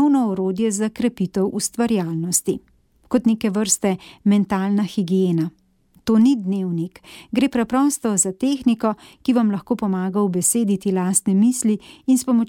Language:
Slovenian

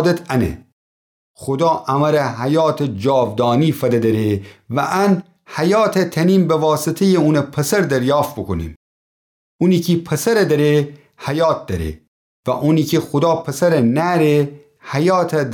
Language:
Gilaki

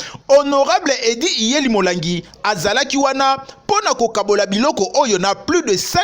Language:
Lingala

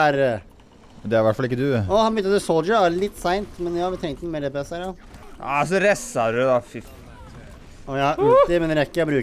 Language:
Norwegian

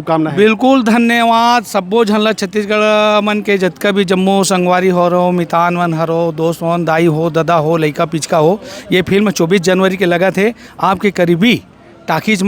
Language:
Chhattisgarhi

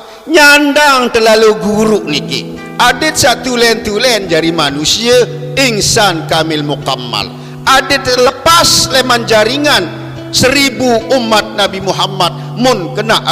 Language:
Sasak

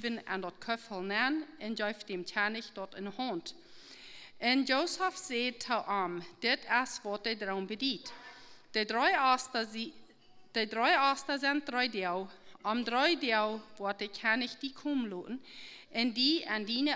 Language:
Plautdietsch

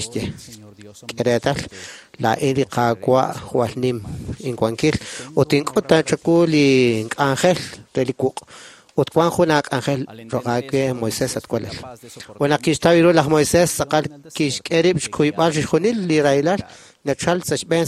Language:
Kekchí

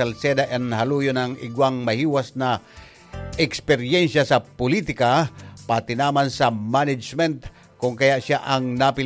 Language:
Bikol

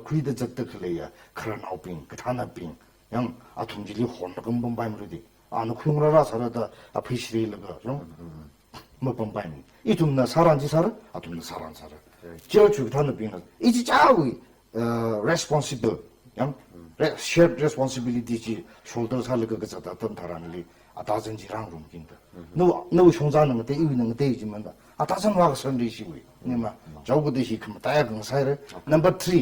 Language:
Tangkhul Naga (India)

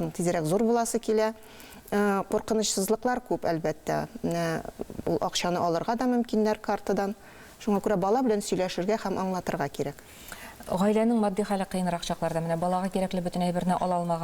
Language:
Tatar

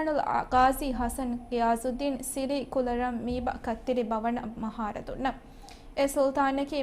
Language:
Divehi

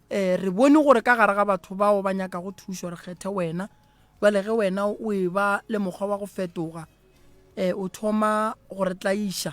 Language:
Northern Sotho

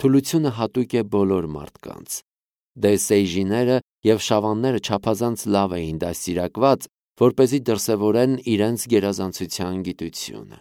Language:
Armenian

